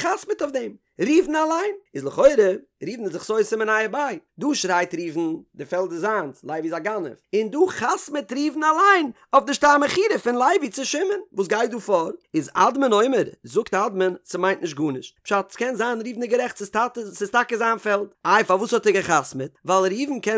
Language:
Yiddish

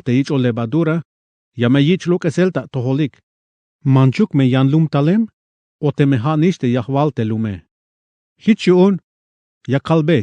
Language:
Tzeltal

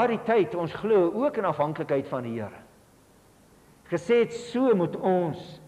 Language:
Afrikaans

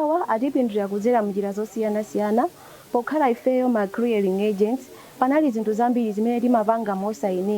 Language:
Nyanja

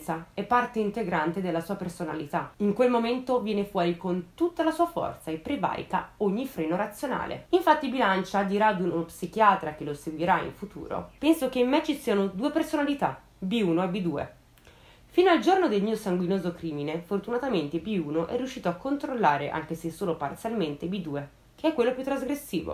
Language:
Italian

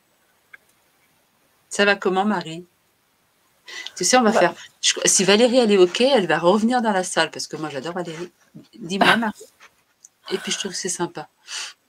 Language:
French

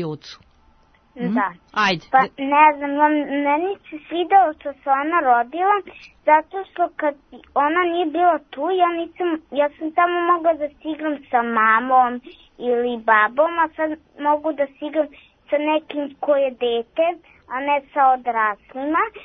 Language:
Serbian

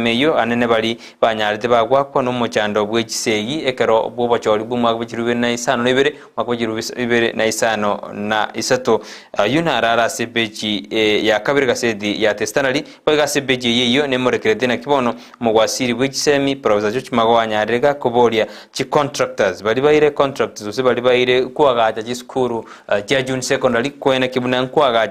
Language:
Gusii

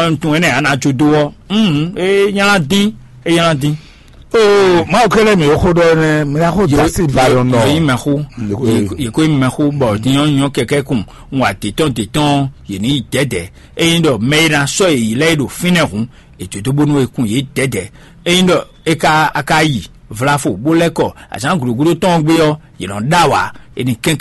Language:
Fon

